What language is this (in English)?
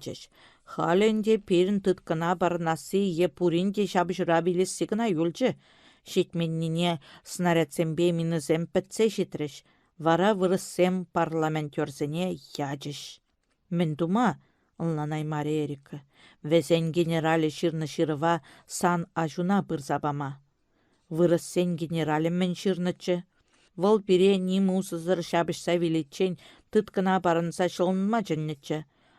Chuvash